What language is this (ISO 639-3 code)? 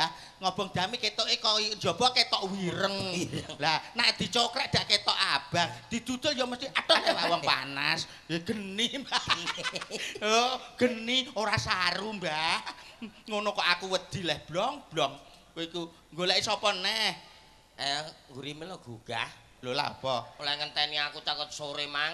jav